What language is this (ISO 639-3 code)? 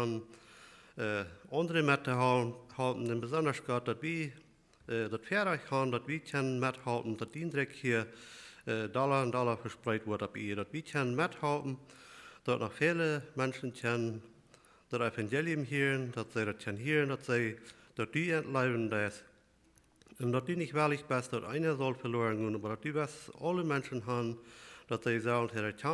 pdt